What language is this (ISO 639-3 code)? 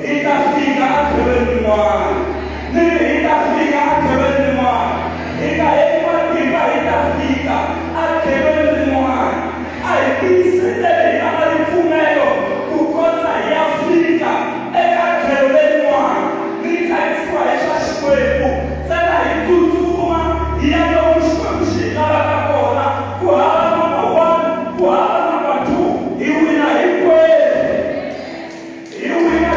tso